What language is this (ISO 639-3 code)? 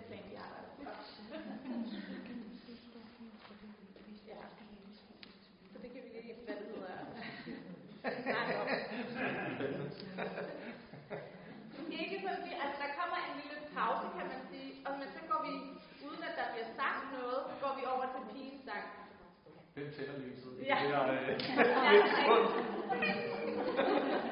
dan